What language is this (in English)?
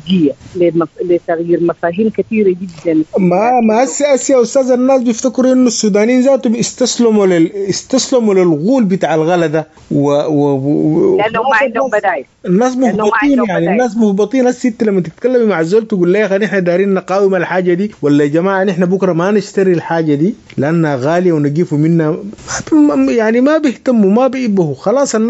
Sudanese Arabic